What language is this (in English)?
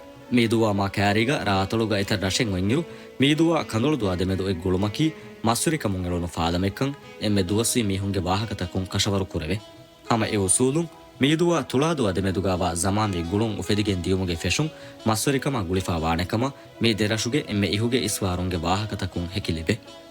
Divehi